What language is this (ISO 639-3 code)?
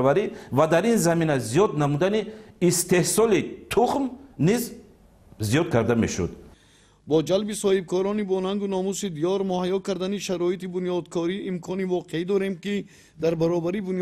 tgk